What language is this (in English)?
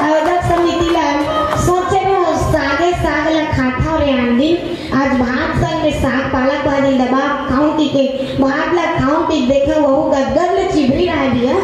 Chhattisgarhi